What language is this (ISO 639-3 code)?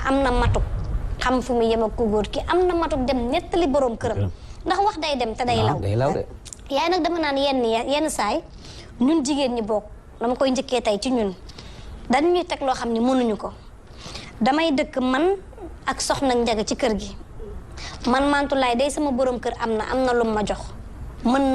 wol